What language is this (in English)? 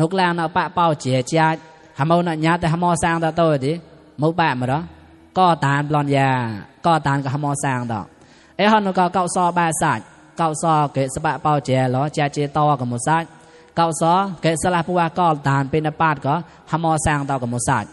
Mon